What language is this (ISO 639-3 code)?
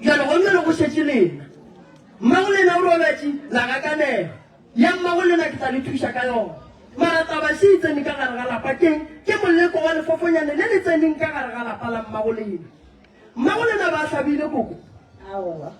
nso